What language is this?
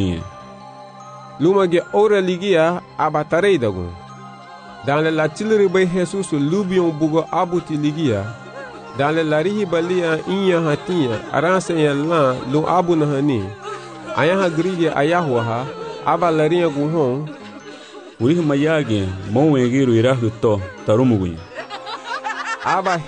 Garifuna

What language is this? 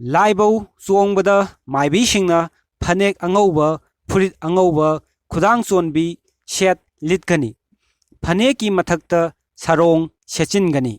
Manipuri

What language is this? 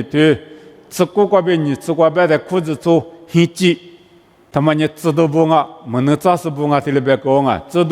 Lisu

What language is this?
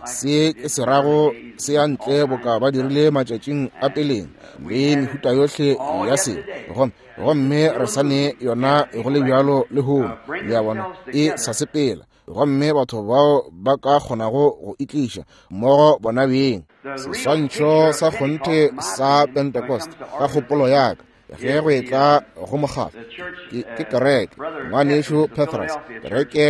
Northern Sotho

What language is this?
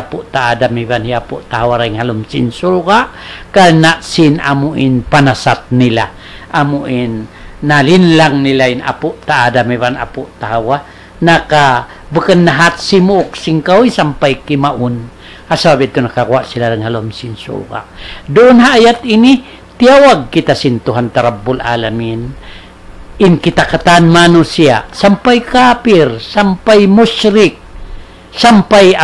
Tausug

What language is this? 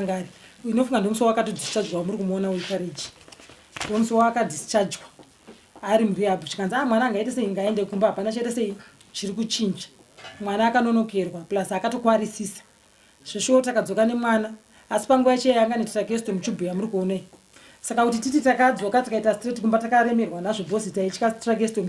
Shona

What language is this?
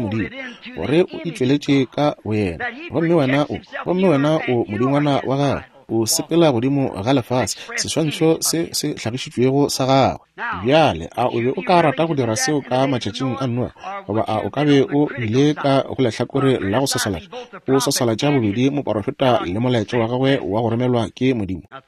Northern Sotho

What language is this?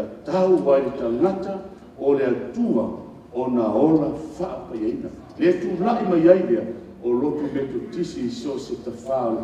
Samoan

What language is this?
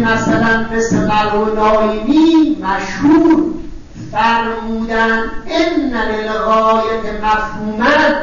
Persian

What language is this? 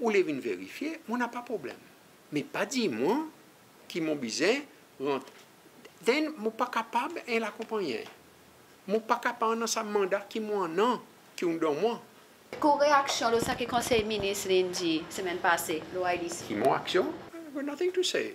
Seselwa Creole French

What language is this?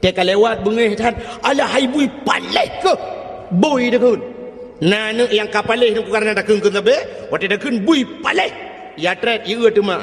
Achinese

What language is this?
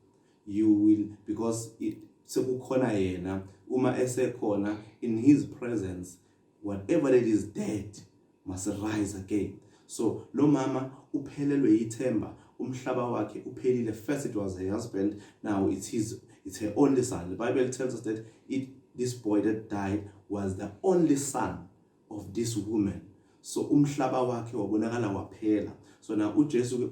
Zulu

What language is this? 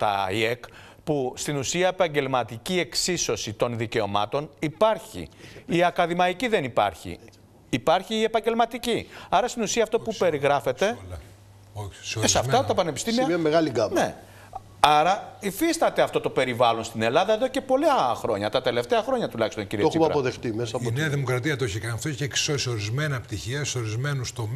Greek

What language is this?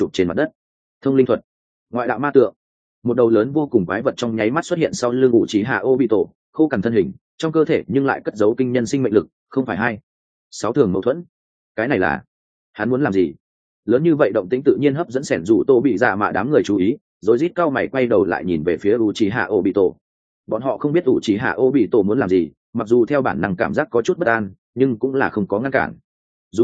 Vietnamese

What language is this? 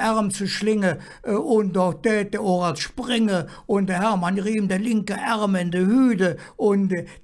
Colognian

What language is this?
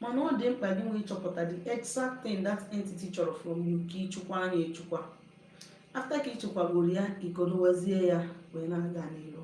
Igbo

